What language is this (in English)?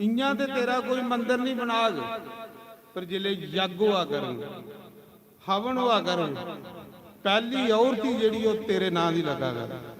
Dogri